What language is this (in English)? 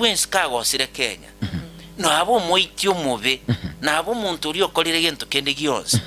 Gusii